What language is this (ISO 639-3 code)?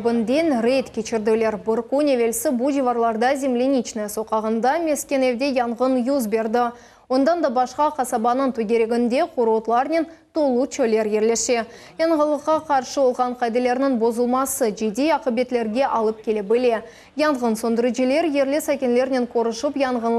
crh